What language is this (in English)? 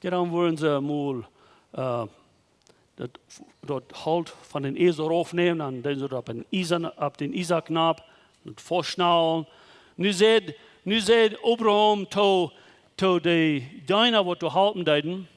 Plautdietsch